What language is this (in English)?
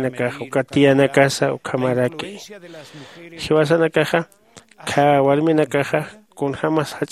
Aymara